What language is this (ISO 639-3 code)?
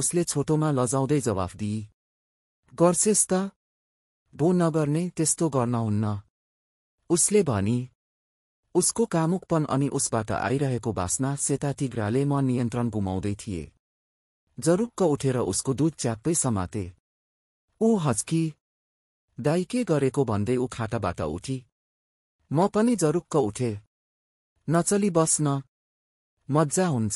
nep